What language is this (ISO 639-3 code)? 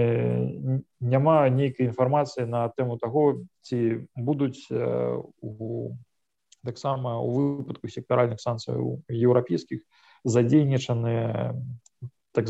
bel